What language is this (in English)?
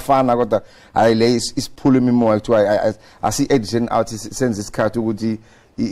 Zulu